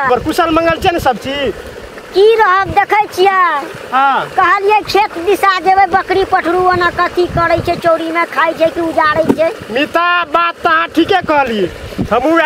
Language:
Maithili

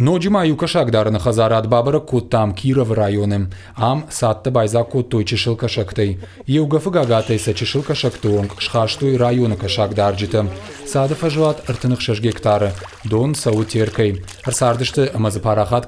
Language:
Ossetic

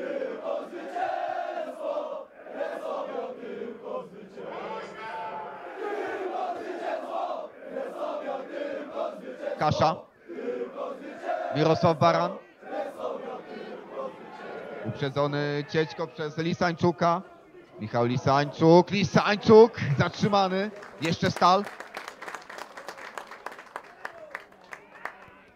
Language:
Polish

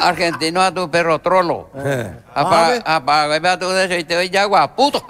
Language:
Guarani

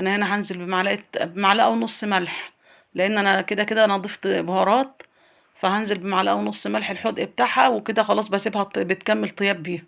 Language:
Egyptian Arabic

